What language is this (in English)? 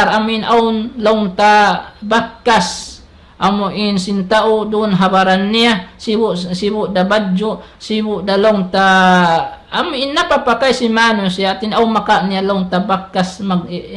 Tausug